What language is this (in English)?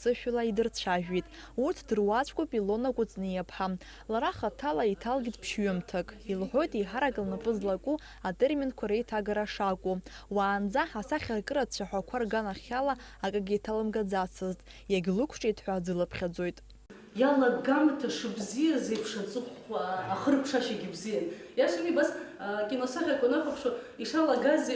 Abkhazian